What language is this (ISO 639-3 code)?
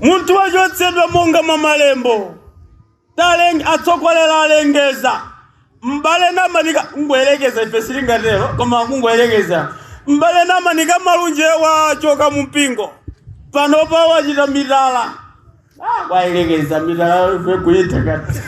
nya